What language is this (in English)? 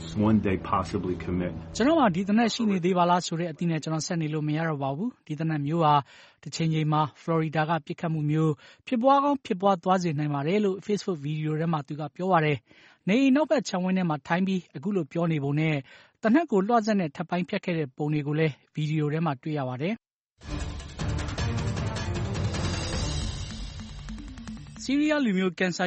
Burmese